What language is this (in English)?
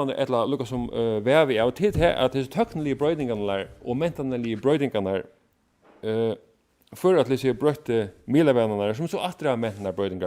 Faroese